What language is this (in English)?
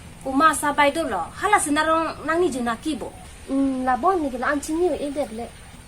Karbi